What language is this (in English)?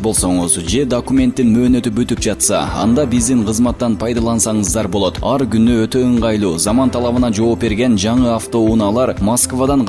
Kyrgyz